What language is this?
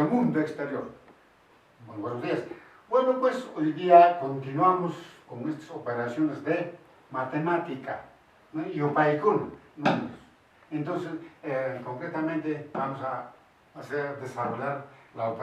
Quechua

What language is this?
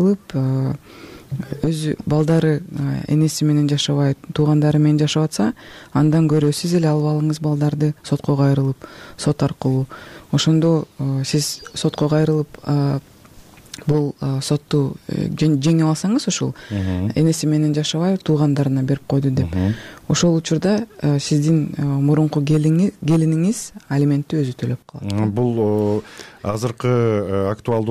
Kyrgyz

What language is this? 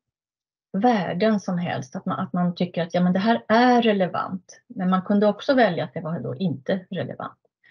Swedish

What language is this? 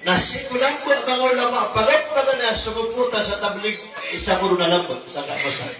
Maranao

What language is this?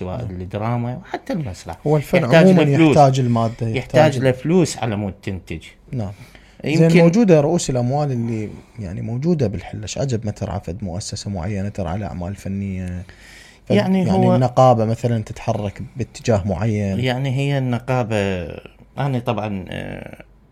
Mesopotamian Arabic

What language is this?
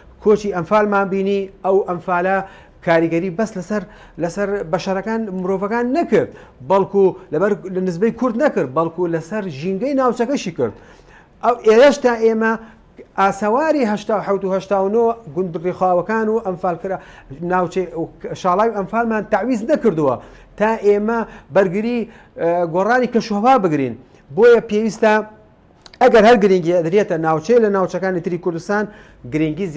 Central Kurdish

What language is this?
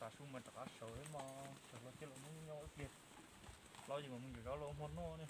Hmong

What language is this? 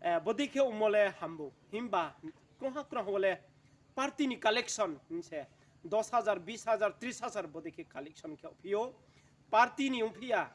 Riang (India)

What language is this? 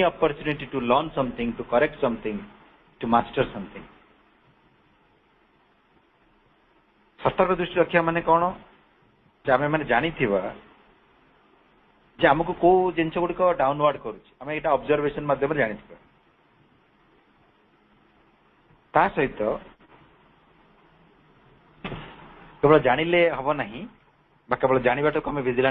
Odia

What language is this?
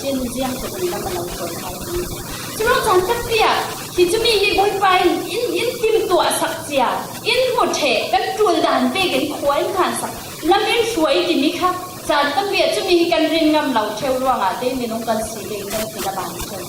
Falam Chin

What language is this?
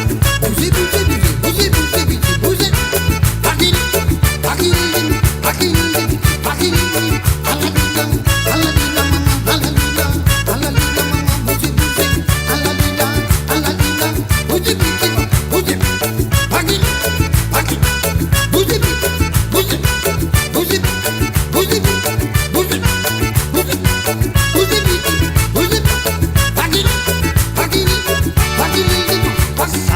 Morisyen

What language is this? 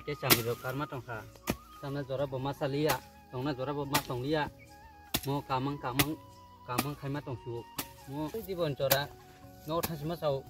Kok Borok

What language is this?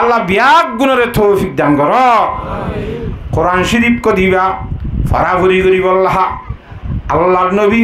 Rohingya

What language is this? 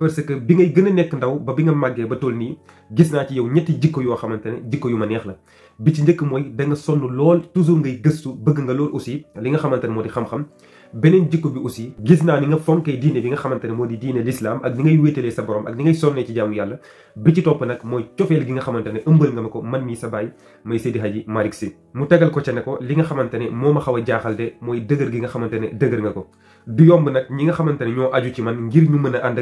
Wolof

